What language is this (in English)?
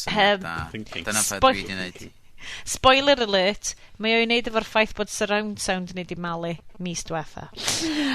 Welsh